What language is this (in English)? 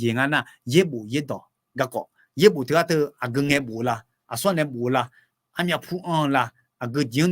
Akha